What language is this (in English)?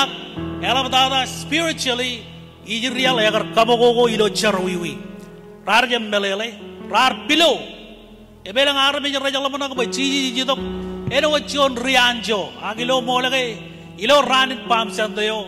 Marshallese